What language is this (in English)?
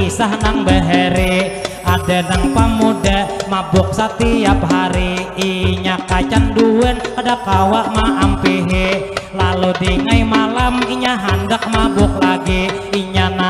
Banjar